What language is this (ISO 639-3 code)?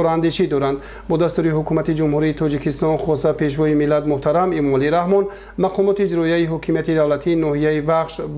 tgk